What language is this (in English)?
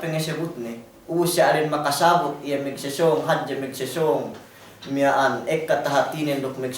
Yakan